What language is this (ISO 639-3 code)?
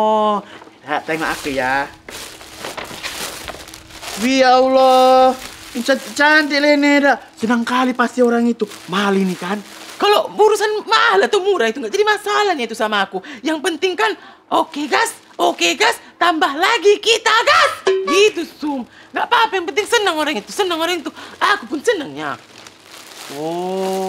ind